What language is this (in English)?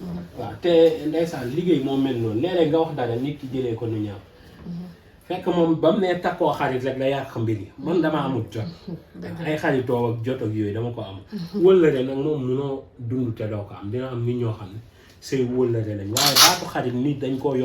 Wolof